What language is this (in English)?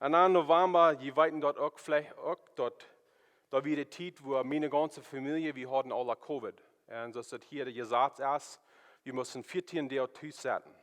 Plautdietsch